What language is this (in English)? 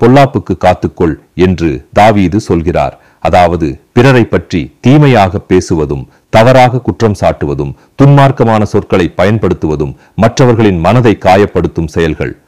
Tamil